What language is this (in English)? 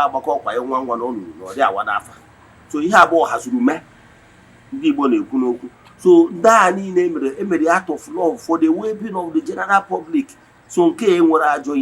Igbo